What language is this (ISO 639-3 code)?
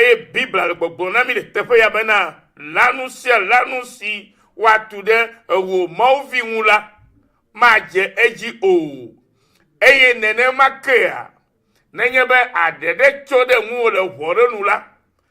ewe